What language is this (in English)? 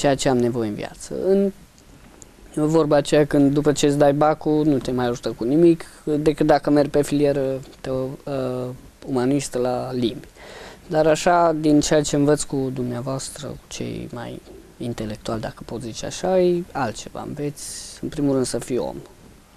Romanian